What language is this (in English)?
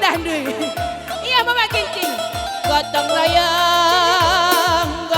Batak Karo